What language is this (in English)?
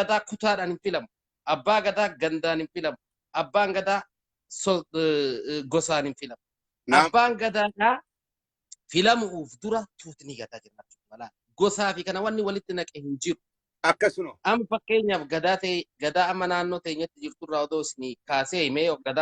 Oromo